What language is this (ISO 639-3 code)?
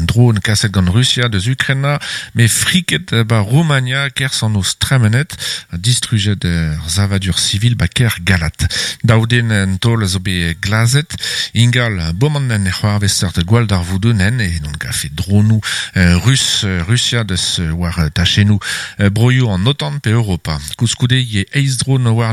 bre